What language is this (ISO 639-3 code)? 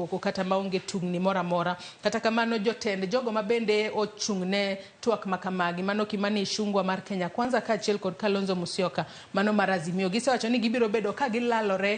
luo